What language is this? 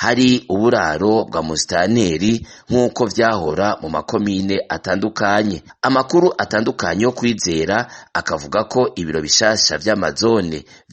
Rundi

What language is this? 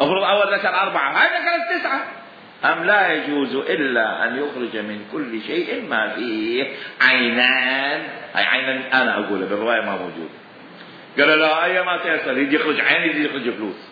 Mesopotamian Arabic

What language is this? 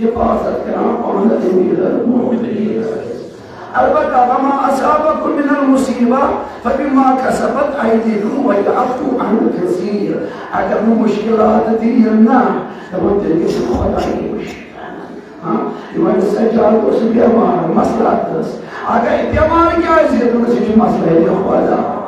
Kashmiri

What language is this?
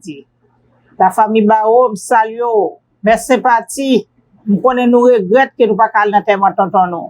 Haitian Creole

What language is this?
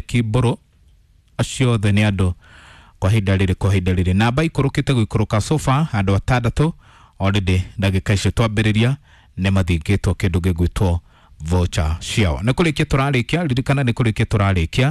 Kikuyu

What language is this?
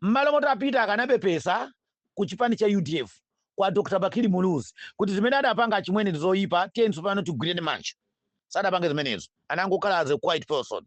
Nyanja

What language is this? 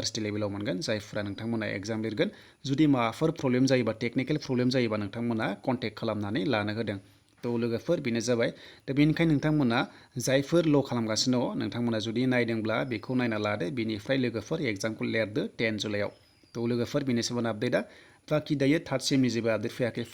Bodo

